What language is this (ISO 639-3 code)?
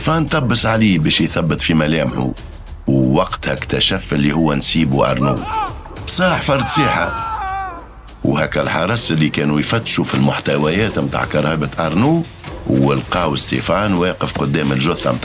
aeb